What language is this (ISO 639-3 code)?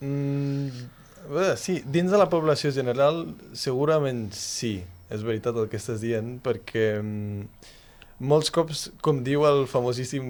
cat